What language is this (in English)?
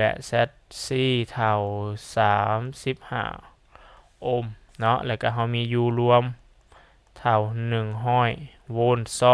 Lao